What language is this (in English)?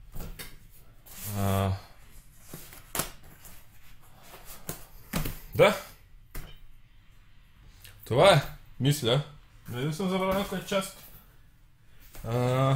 Bulgarian